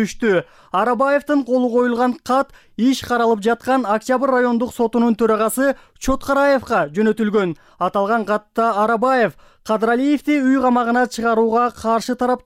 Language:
Kyrgyz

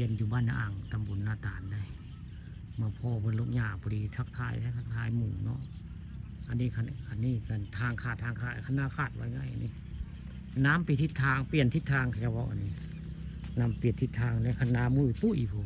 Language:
Northeastern Thai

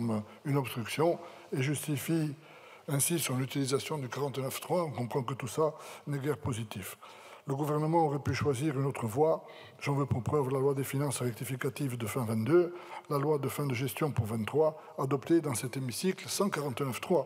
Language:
French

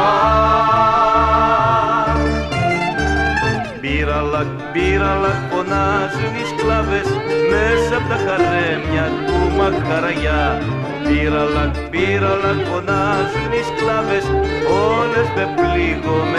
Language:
Greek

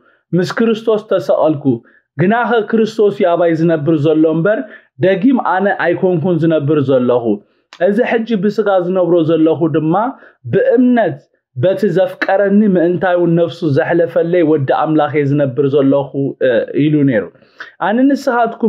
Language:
Tigrinya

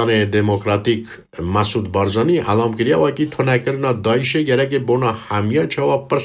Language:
Kurdish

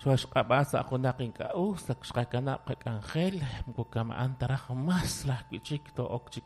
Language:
Kekchí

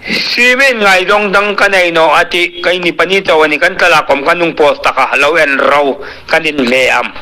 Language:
Hmar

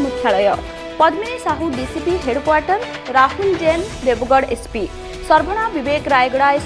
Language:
Odia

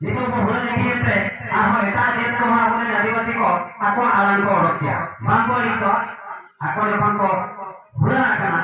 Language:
Santali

